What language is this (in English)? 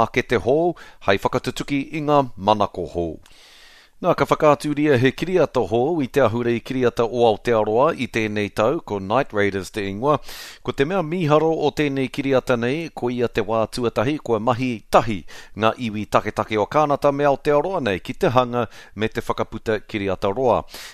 Māori